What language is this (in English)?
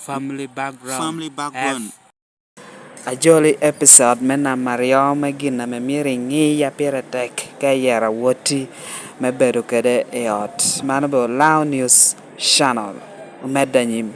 Lango (Uganda)